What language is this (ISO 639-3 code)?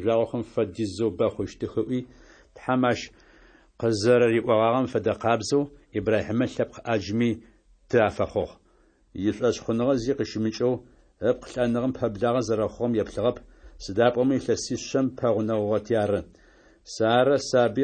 ady